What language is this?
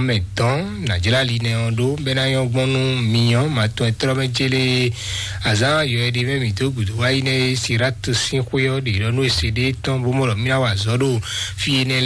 Fon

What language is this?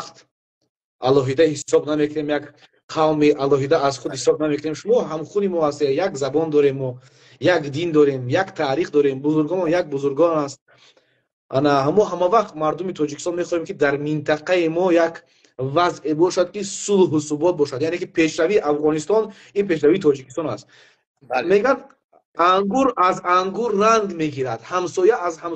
Persian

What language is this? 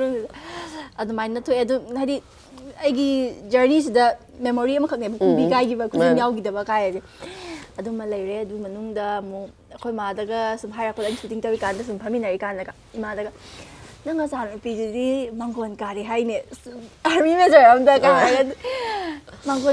Manipuri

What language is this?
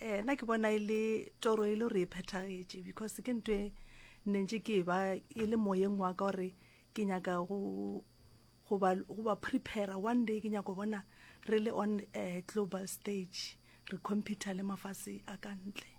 Northern Sotho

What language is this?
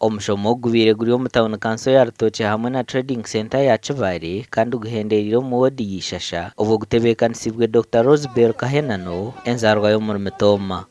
Nyankole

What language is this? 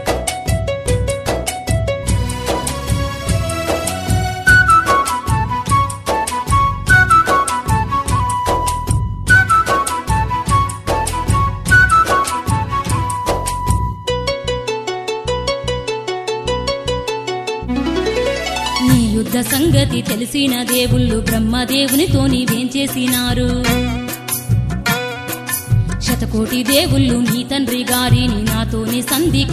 Telugu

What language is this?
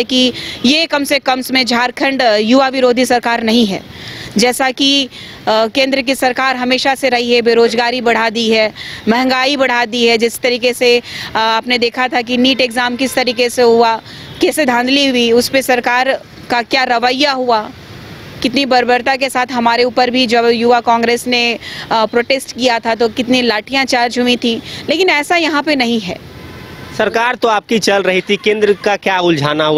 Hindi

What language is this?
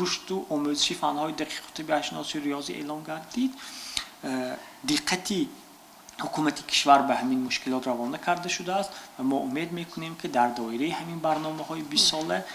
Tajik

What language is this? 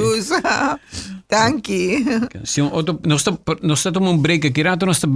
Papiamento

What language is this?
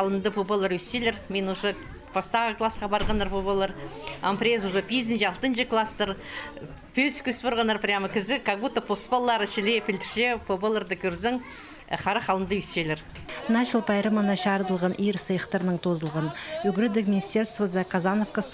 Khakas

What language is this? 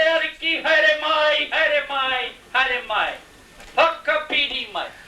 Māori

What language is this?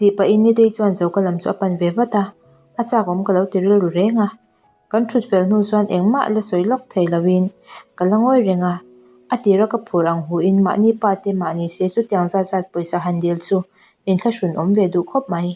Mizo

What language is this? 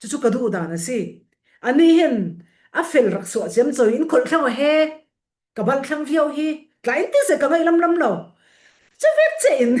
Falam Chin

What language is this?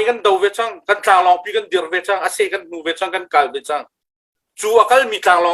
Hakha Chin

